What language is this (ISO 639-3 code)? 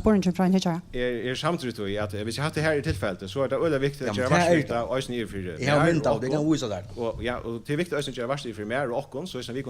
fao